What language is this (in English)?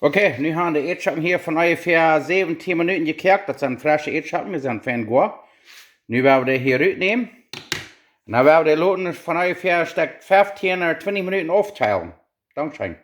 Plautdietsch